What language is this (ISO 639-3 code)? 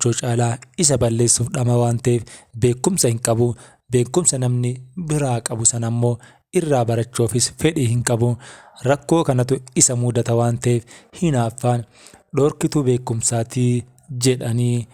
orm